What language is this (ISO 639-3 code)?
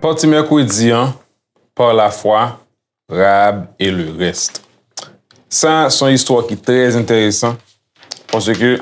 hat